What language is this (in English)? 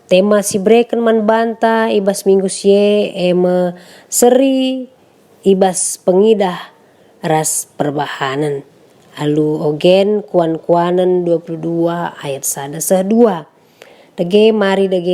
Batak Karo